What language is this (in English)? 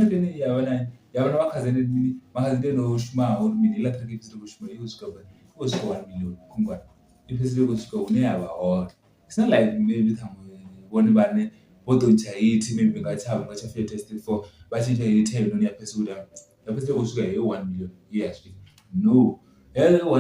Venda